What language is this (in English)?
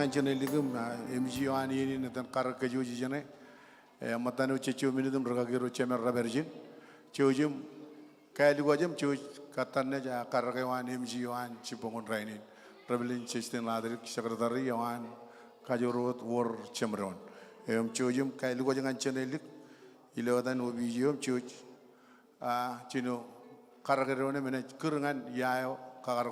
Marshallese